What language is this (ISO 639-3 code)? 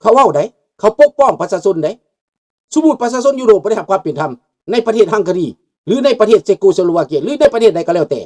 lao